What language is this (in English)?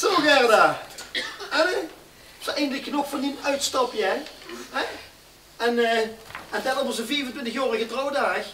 Limburgish